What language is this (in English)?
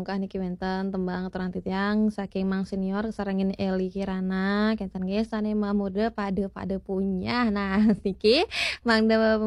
Balinese